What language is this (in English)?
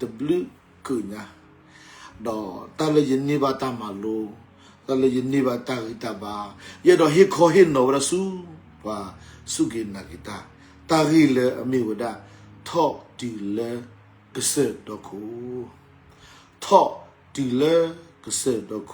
S'gaw Karen